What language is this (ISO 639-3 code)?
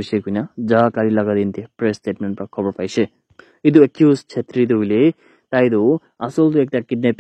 nag